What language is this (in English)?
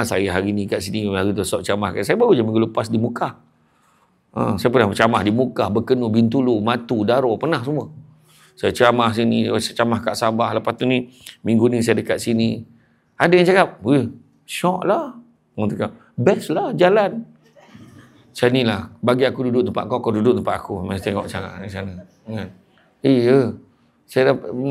Malay